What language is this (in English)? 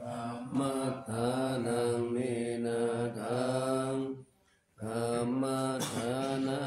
Pali